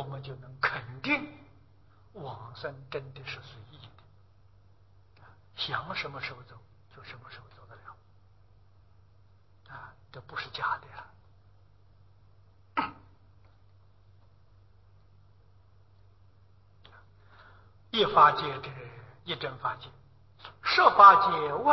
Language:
Chinese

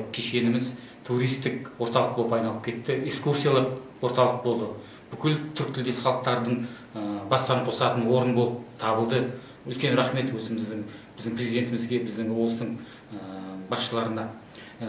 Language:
Kazakh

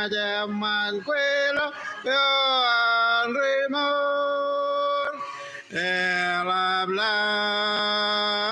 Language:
Marshallese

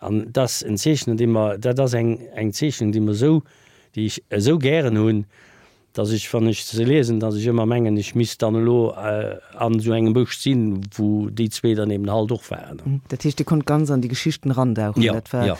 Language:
Luxembourgish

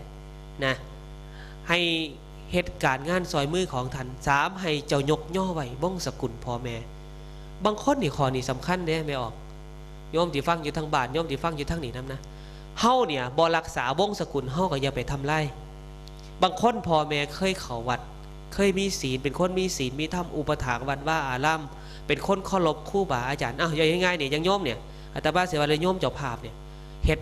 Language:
Northeastern Thai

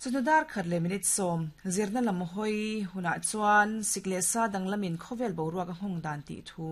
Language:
Mizo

